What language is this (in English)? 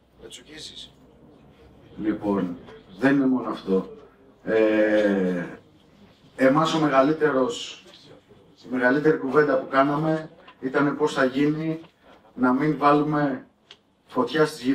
Greek